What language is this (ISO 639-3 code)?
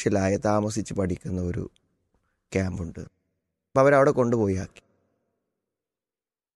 mal